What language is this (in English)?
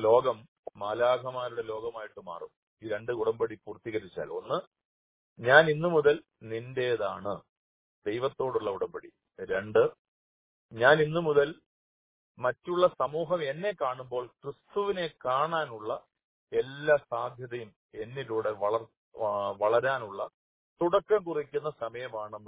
Malayalam